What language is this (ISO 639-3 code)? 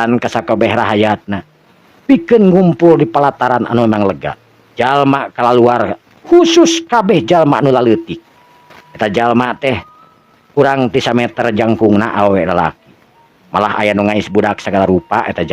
sun